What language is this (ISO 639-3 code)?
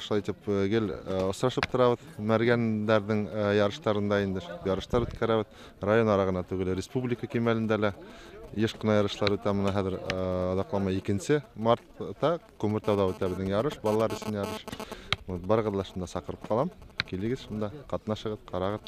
bak